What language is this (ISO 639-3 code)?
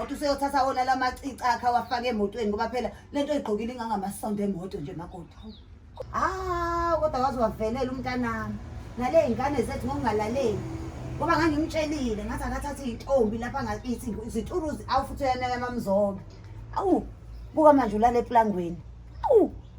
zul